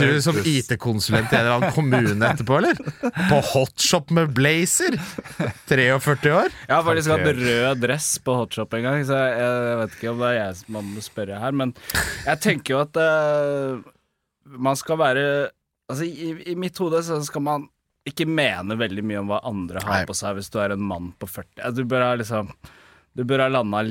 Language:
Norwegian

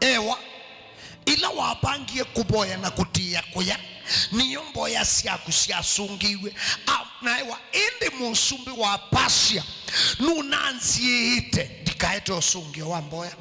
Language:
Kamba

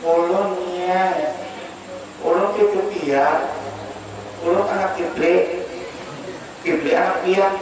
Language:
Banjar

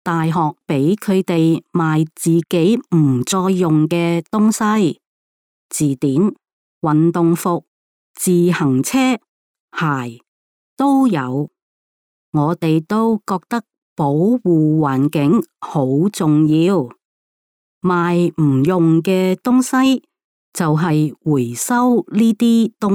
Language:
Cantonese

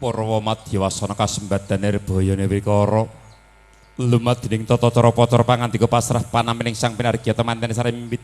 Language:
Javanese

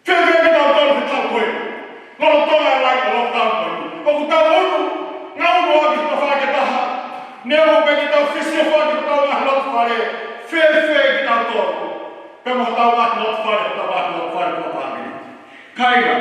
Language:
Tongan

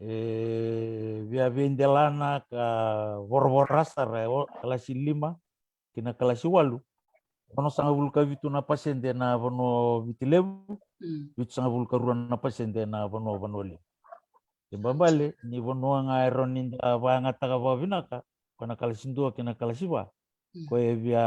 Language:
Fijian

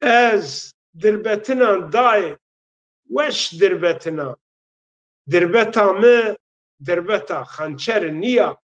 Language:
Zaza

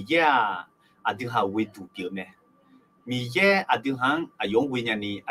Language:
Akha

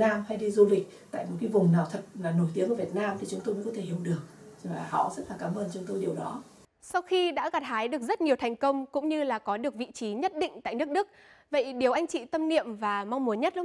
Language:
Vietnamese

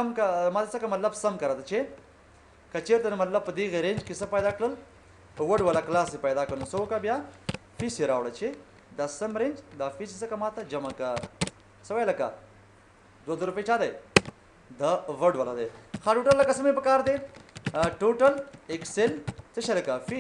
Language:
Pashto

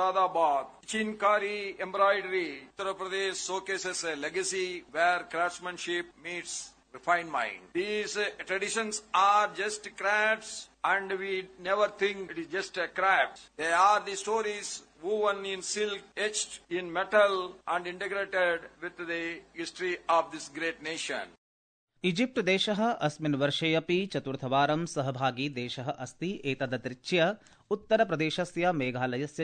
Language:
Sanskrit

